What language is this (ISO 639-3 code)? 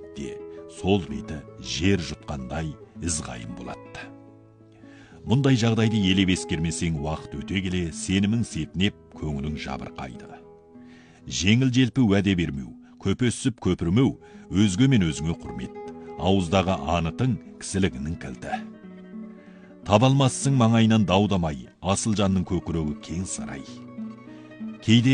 kaz